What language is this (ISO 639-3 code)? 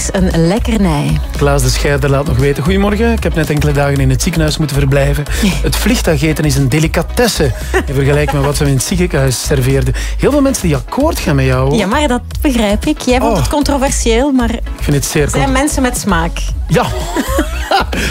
nld